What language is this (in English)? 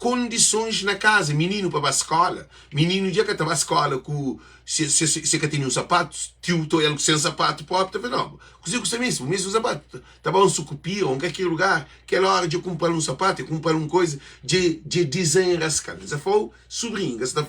Kabuverdianu